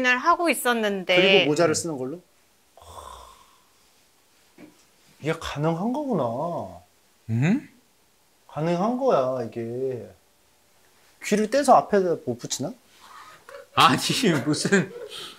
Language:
Korean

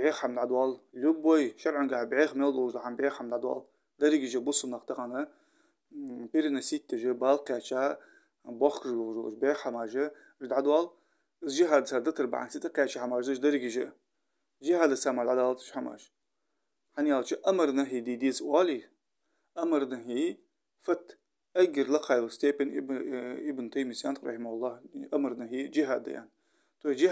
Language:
Ingush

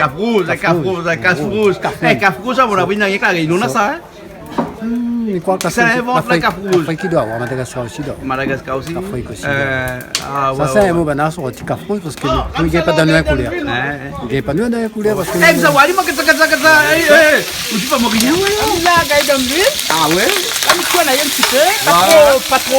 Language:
Réunion Creole French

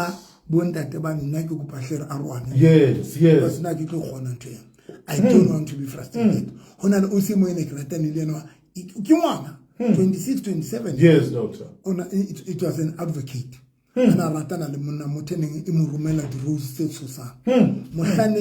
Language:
Southern Sotho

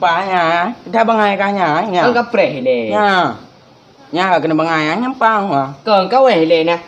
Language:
Achinese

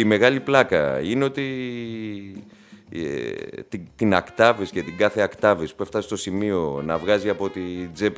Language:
Greek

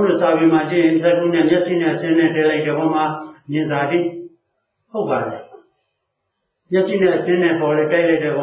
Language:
Burmese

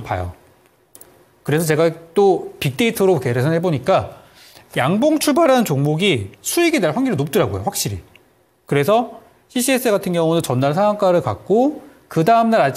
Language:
Korean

